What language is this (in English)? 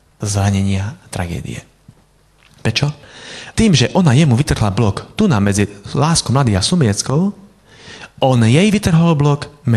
Slovak